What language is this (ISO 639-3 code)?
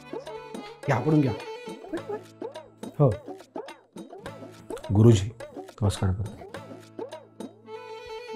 mar